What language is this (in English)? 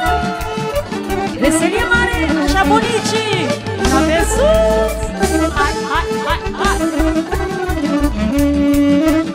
Romanian